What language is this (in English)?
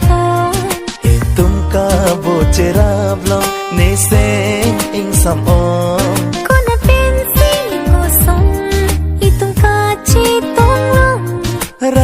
Karbi